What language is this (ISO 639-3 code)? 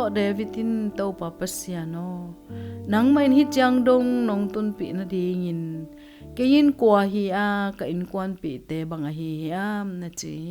ctd